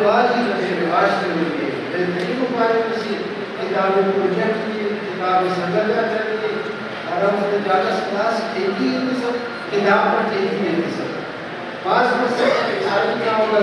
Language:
Brahui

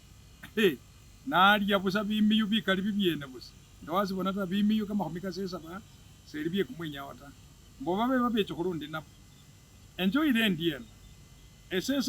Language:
Masaaba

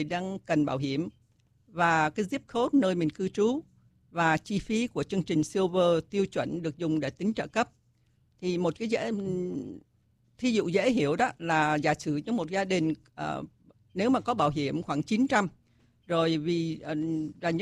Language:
Vietnamese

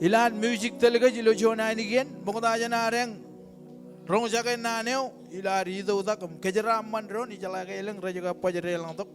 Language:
Marshallese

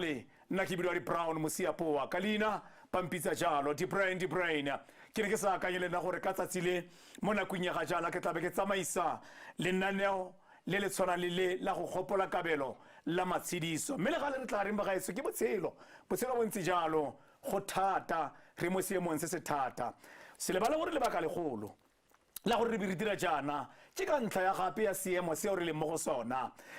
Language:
Tswana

